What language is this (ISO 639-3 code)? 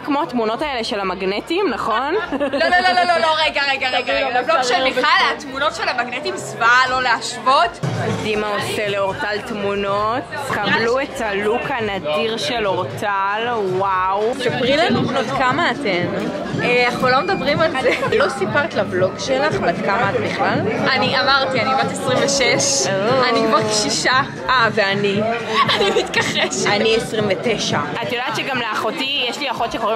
heb